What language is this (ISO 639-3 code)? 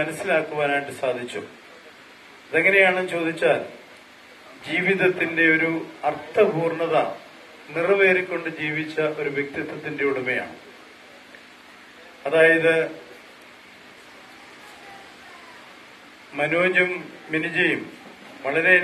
mal